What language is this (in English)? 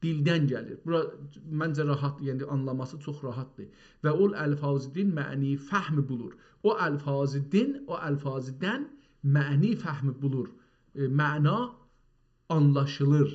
South Azerbaijani